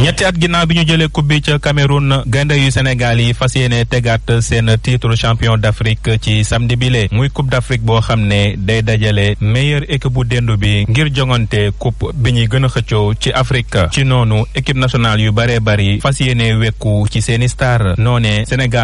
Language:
Wolof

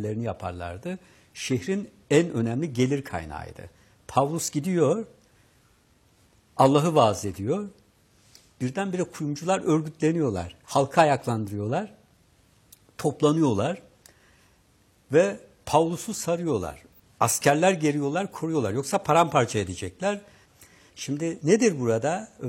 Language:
Turkish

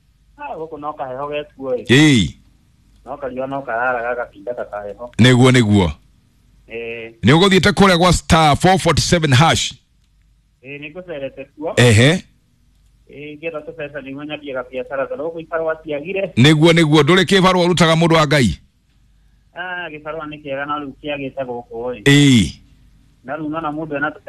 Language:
Kikuyu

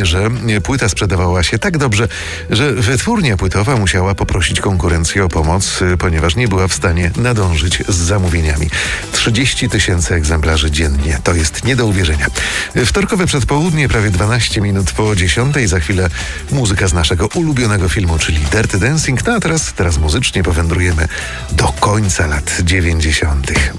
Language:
Polish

